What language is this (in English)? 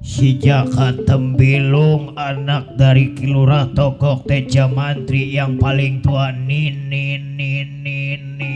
Betawi